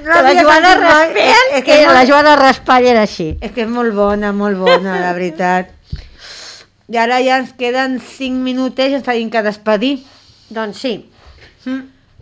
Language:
Catalan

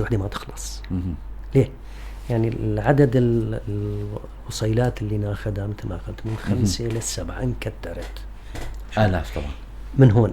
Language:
North Levantine Arabic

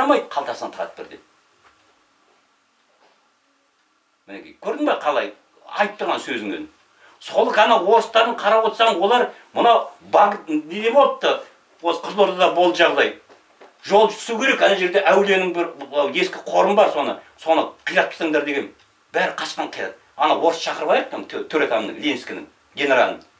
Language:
Kazakh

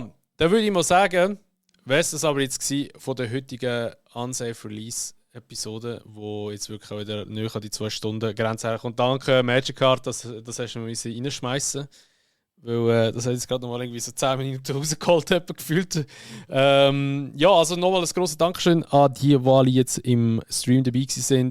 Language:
Swiss German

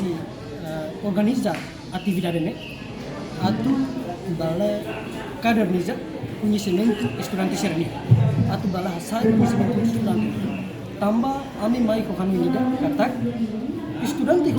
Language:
Tetum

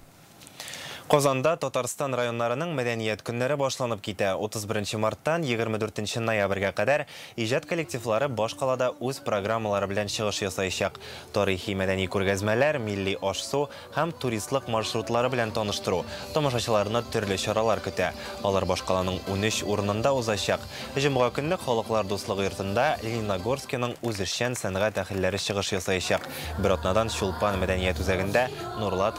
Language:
Tatar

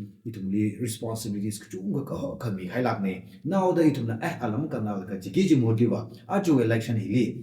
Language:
Tangkhul Naga (India)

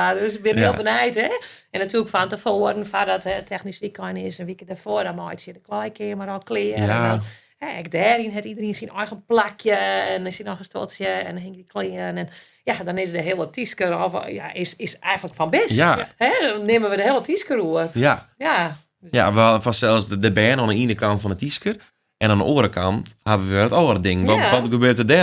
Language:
Western Frisian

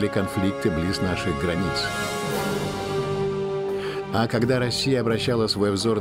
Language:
Russian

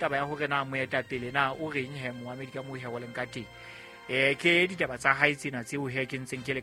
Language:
Southern Sotho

